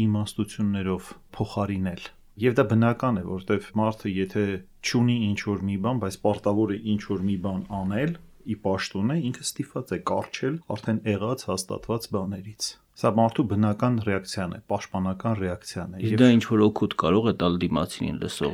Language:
Armenian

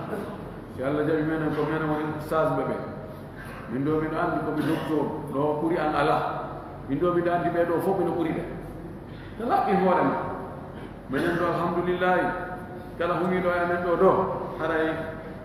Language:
Fula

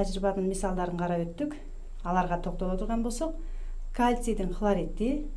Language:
Kyrgyz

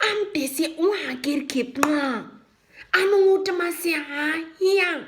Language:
Nama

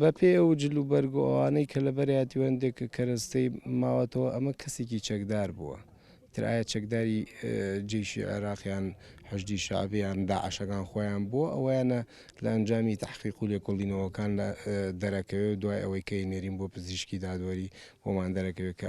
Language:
Central Kurdish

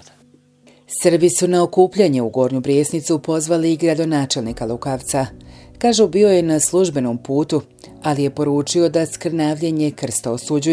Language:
Bosnian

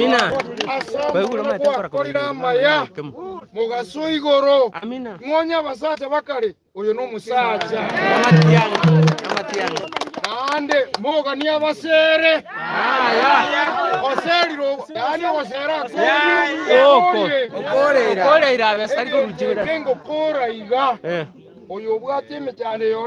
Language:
Gusii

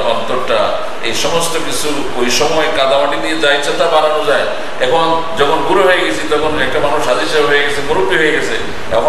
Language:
Bangla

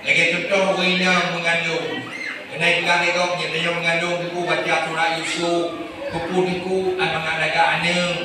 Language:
Achinese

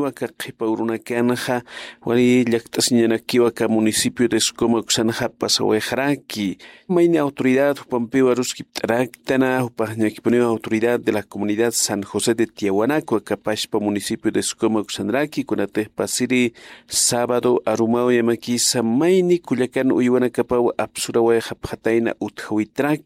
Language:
Aymara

